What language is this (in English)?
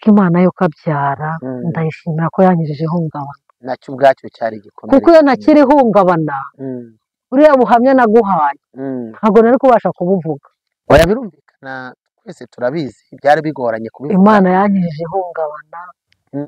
Kinyarwanda